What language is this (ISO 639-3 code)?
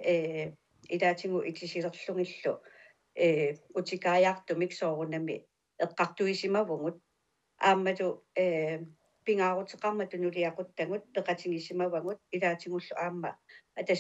kal